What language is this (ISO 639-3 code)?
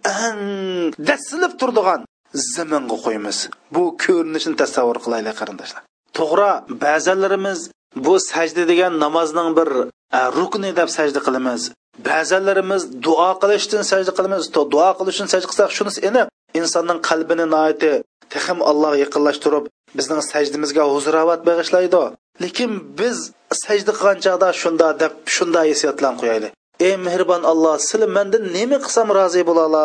uig